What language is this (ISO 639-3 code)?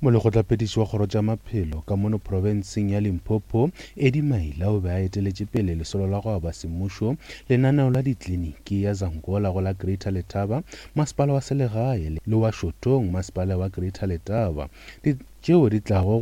nso